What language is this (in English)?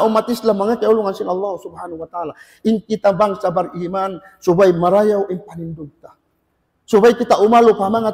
Tausug